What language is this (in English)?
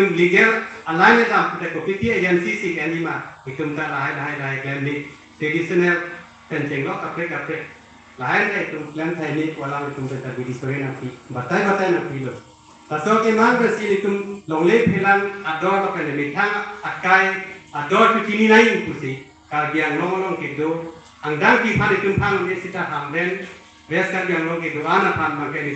Karbi